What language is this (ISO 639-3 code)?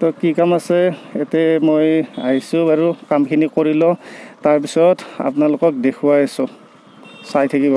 asm